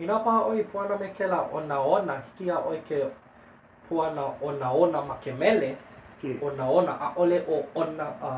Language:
Hawaiian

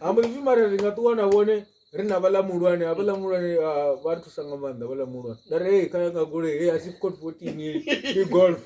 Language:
Venda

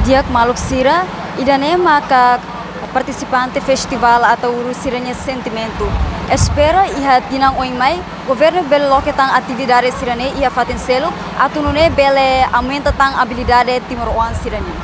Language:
Tetum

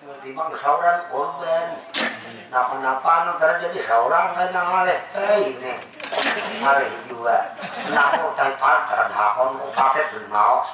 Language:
Banjar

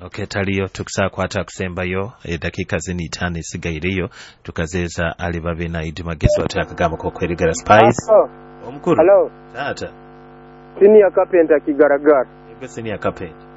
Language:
Nyoro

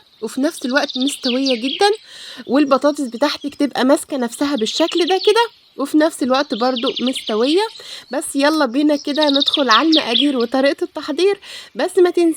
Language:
Egyptian Arabic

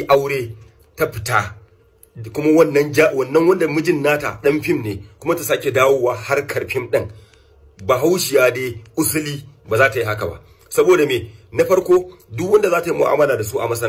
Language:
Hausa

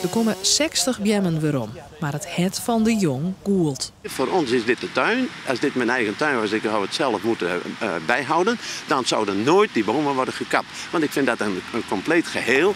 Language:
Western Frisian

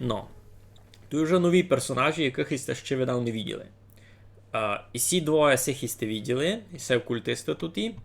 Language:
Rusyn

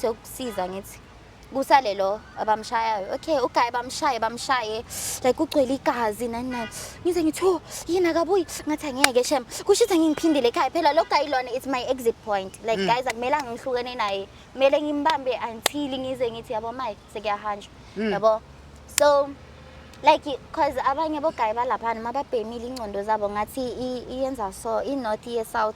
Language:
Zulu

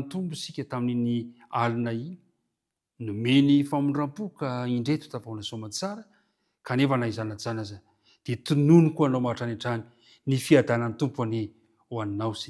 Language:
Malagasy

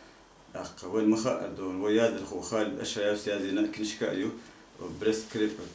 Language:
Chechen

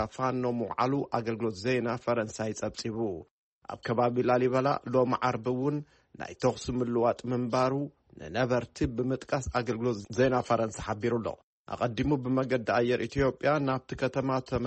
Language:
Tigrinya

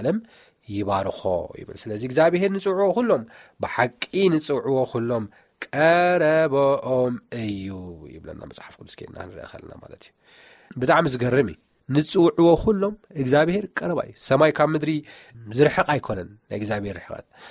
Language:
Tigrinya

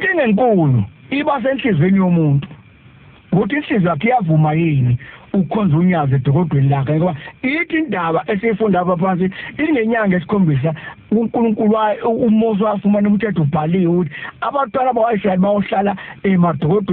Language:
Zulu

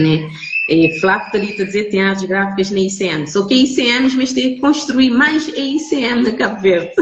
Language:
Kabuverdianu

